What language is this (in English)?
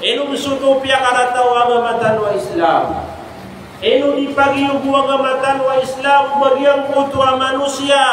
Maranao